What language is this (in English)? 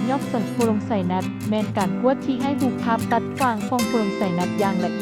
Lao